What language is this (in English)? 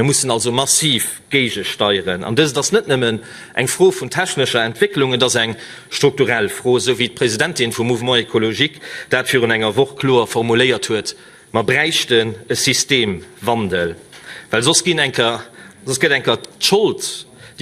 Luxembourgish